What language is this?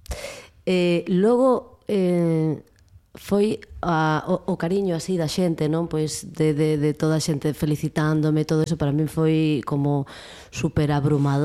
Galician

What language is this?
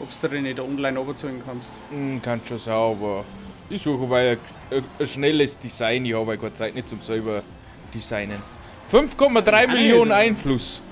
Bavarian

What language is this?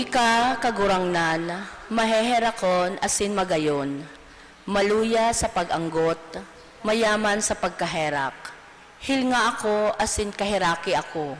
Bikol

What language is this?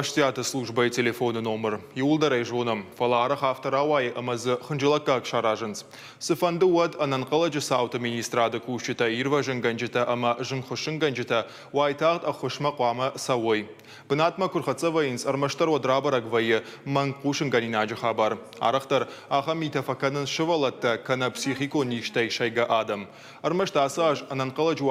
Ossetic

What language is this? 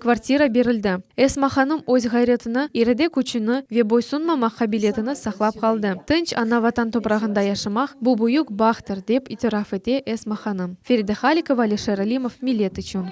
Crimean Tatar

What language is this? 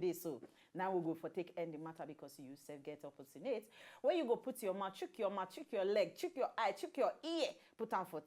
Nigerian Pidgin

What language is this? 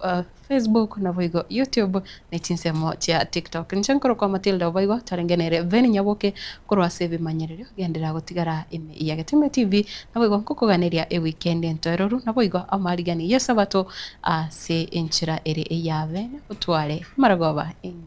Gusii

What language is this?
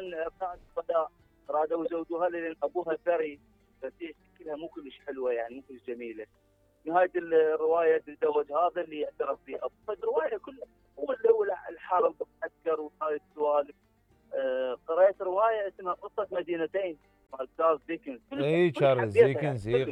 Mesopotamian Arabic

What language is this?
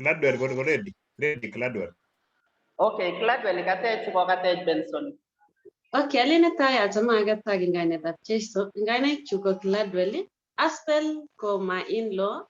Kalenjin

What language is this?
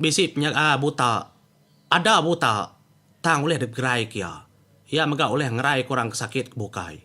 Iban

